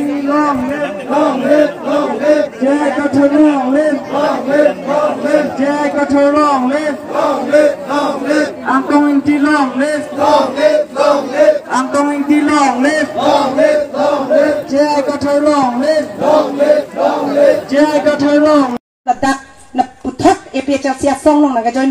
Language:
Karbi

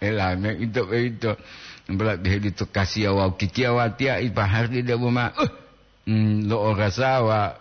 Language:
Gorontalo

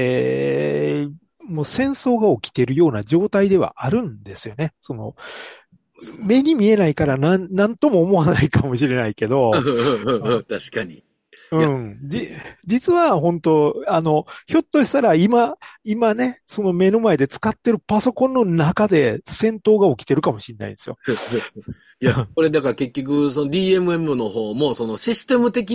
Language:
Japanese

